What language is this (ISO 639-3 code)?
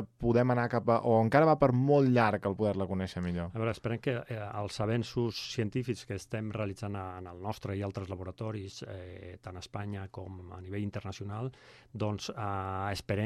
cat